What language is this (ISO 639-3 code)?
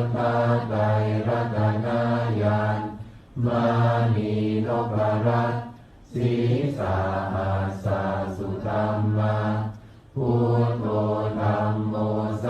pli